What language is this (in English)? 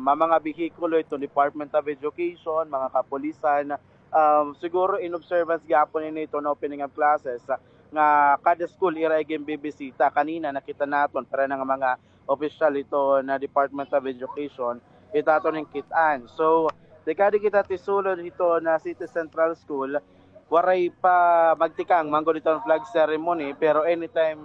Waray